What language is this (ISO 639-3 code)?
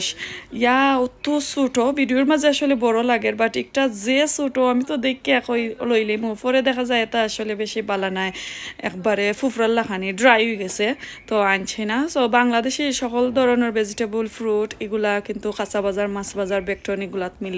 syl